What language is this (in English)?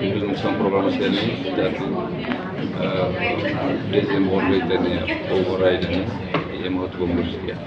Tetum